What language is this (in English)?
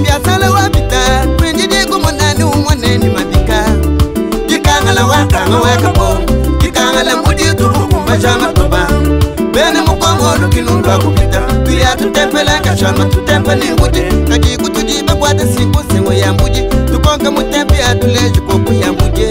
Luba-Lulua